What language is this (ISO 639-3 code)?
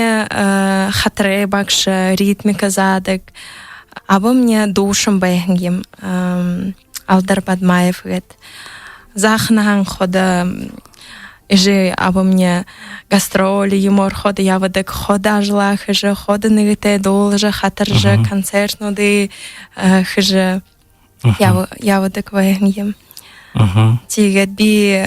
bua